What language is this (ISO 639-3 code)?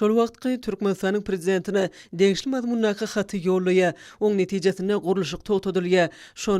tuk